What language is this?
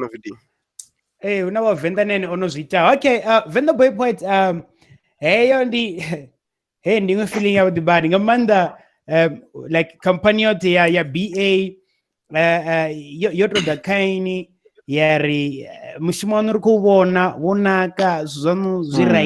Venda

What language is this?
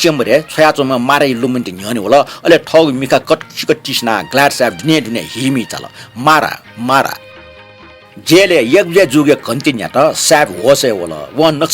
Newari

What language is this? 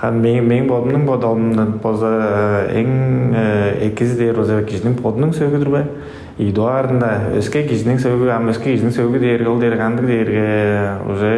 Tuvinian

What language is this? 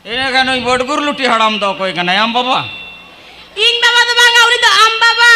Santali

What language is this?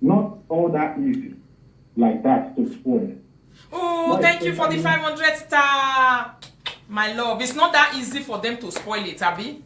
Nigerian Pidgin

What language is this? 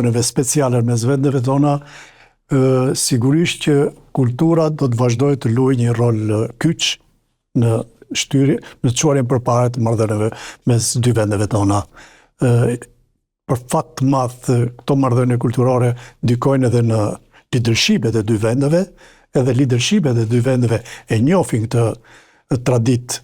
Albanian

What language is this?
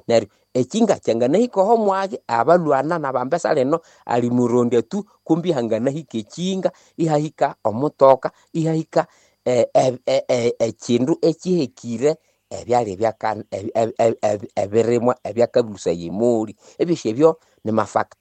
Nande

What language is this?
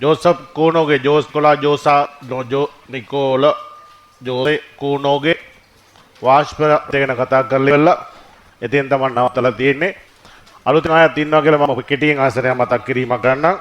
Sinhala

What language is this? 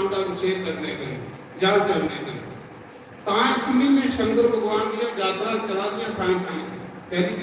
Dogri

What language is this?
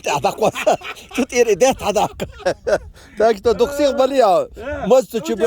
Chechen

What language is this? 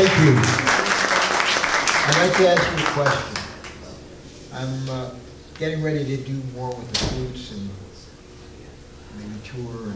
English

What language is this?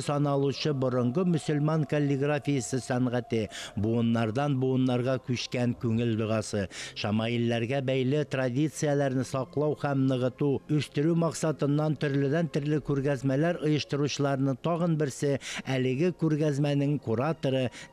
Tatar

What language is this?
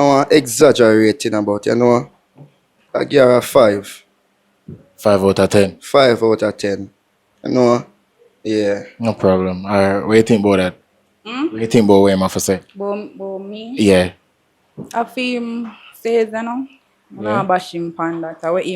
Jamaican Creole English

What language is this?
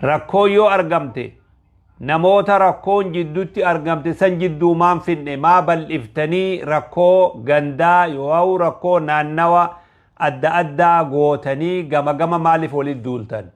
Oromo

